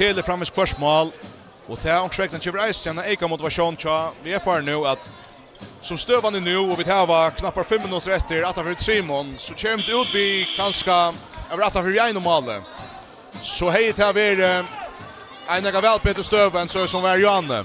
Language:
Faroese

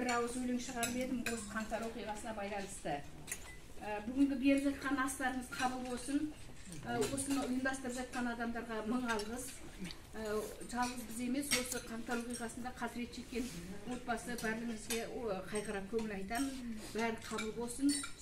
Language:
Kazakh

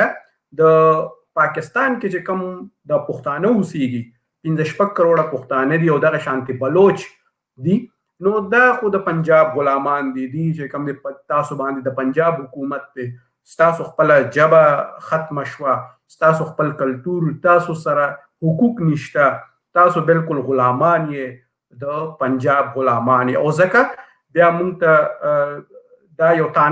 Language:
Pashto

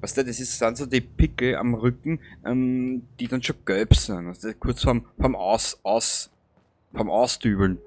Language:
Bavarian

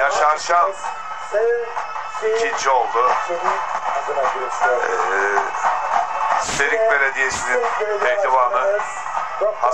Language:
Turkish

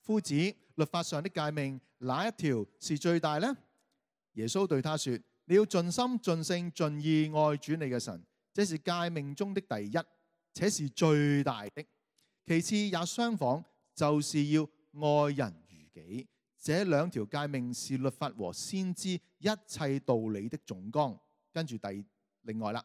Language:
Cantonese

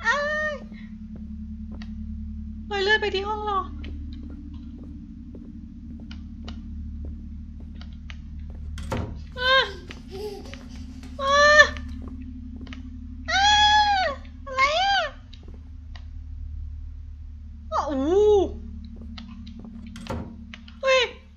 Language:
Thai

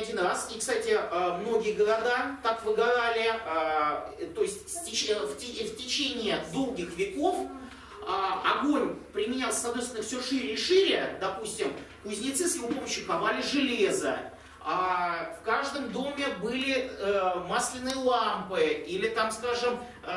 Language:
Russian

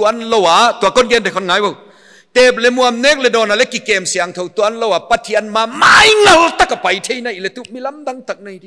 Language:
Paite Chin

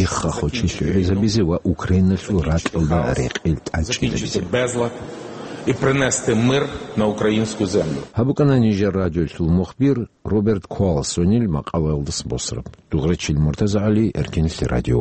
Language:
Avaric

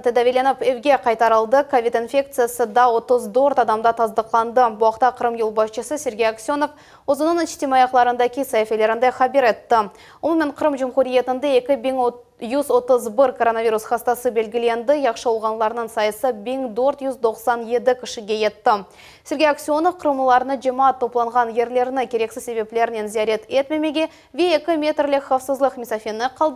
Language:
Crimean Tatar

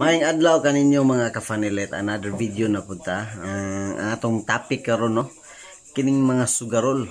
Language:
Cebuano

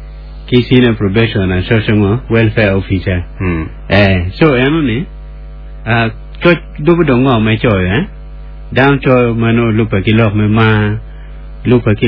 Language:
Acoli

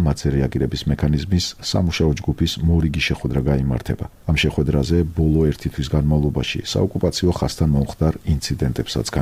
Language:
Georgian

